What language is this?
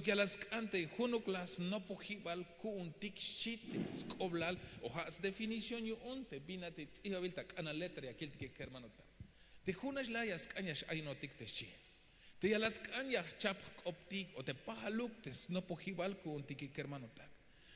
Tzeltal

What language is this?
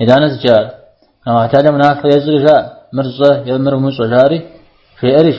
Kabardian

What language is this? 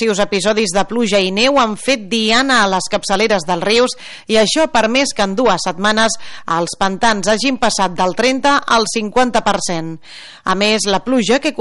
Catalan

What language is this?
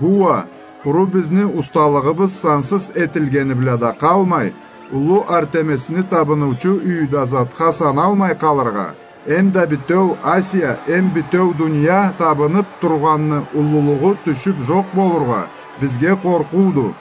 Karachay-Balkar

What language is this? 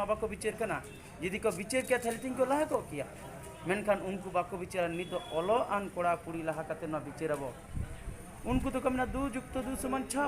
Santali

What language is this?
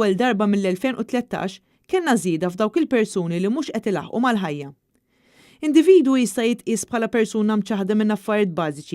Maltese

